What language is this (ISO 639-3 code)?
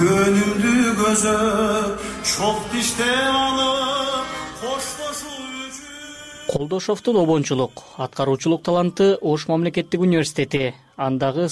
kir